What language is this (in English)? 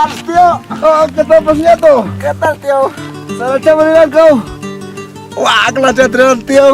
Quechua